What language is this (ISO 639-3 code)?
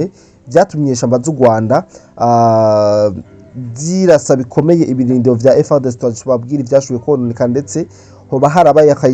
run